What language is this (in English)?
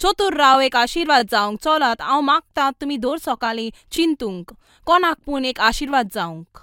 Konkani